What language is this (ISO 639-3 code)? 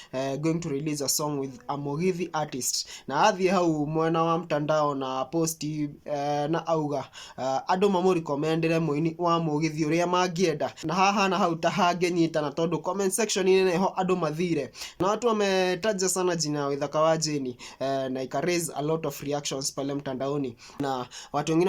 kik